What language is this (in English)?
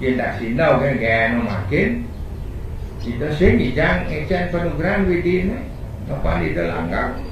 Balinese